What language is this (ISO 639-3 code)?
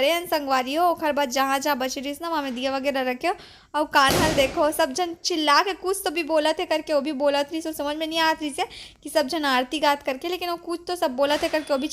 hne